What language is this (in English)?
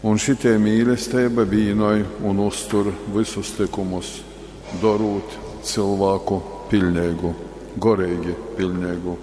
Latgalian